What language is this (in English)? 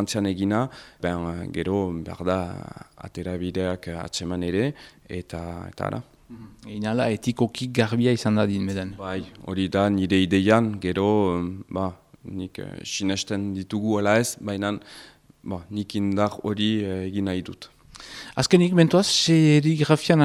Basque